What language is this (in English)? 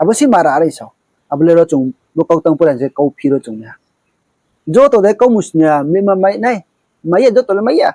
Riang (India)